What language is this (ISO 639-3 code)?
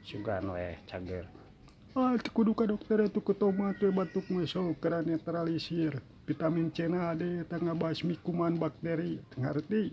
sun